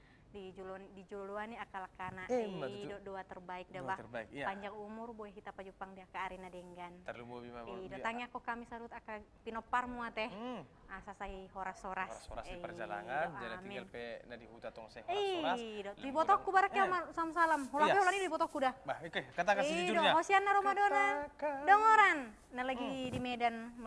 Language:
Batak Toba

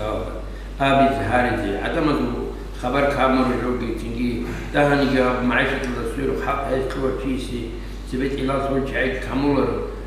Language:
Avaric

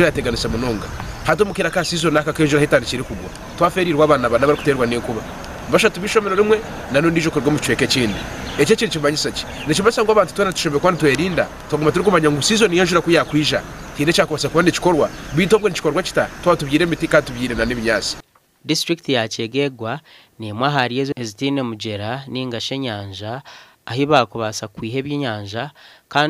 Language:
Nyankole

